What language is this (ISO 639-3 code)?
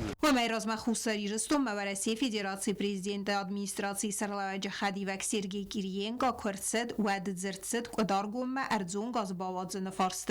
oss